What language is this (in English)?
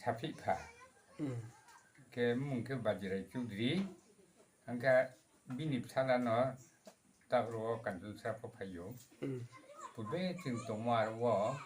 Riang (India)